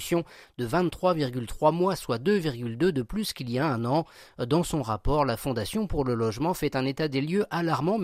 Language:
French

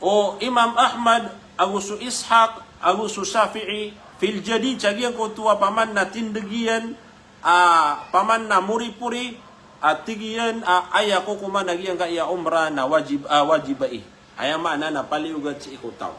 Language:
Maranao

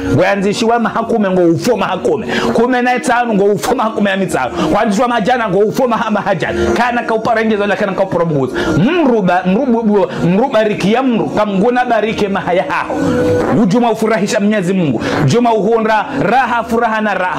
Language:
Ngazidja Comorian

